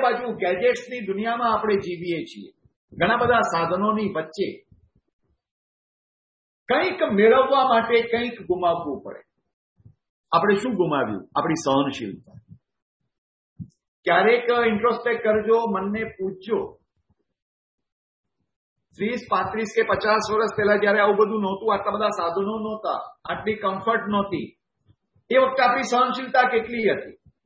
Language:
Gujarati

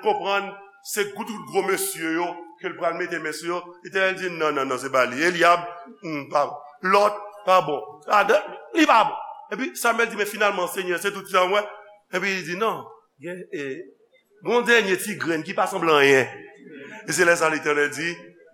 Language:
Haitian Creole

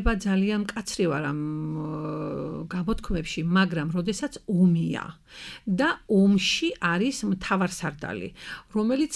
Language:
Georgian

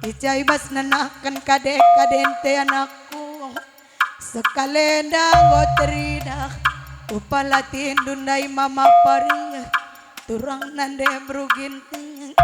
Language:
Batak Karo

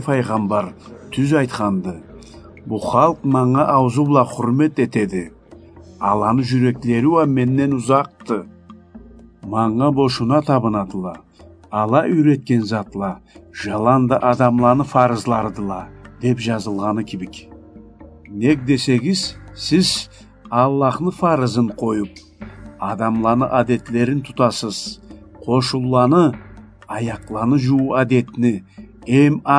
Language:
Karachay-Balkar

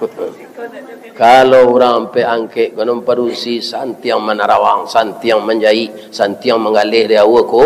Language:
Minangkabau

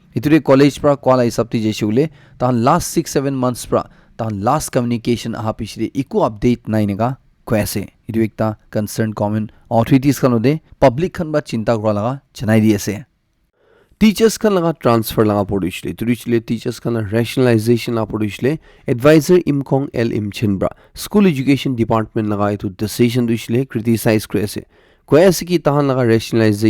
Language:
Naga Pidgin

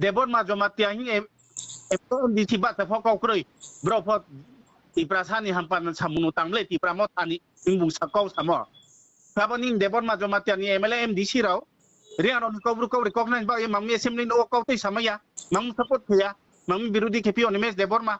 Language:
Riang (India)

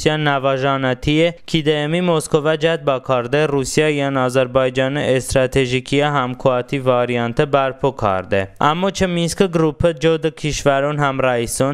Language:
Talysh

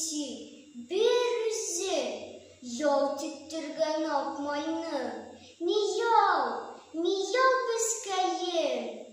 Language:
Tatar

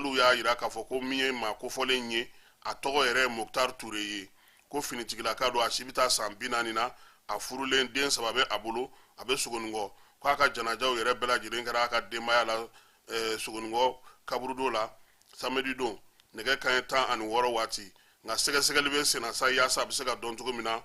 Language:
Bambara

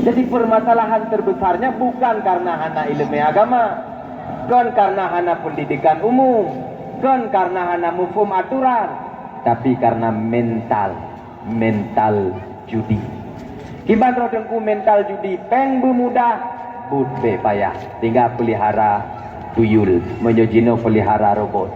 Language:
Achinese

